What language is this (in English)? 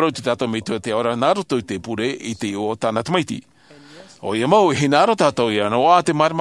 Tahitian